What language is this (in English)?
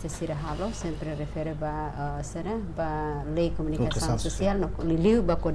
Tetum